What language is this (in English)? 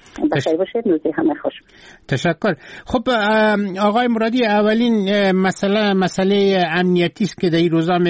Persian